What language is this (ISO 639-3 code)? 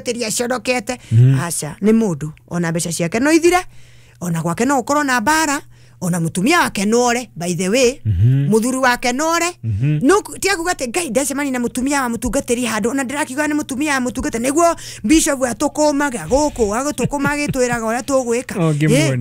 kik